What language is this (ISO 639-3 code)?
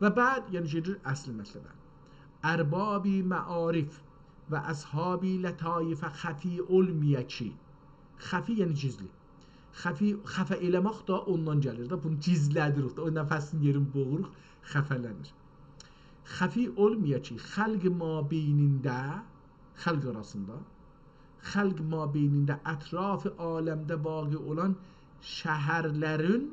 azb